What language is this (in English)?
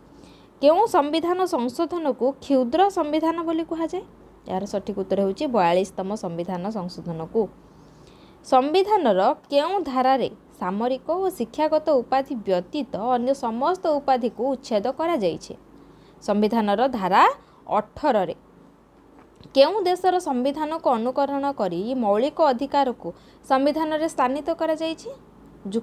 Odia